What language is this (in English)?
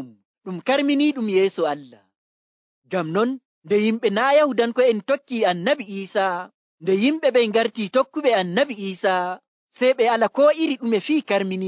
Nigerian Fulfulde